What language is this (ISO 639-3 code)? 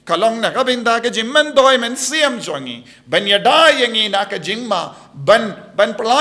kha